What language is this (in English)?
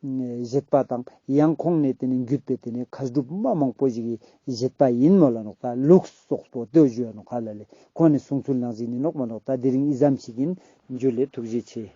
Ladakhi